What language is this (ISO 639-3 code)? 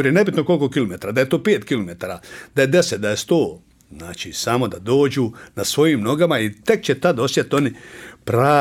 bos